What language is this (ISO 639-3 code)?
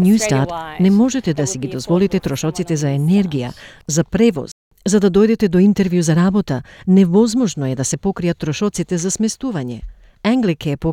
mkd